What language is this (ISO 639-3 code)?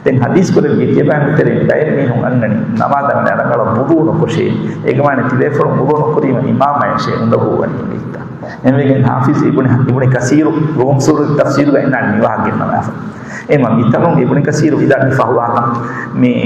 div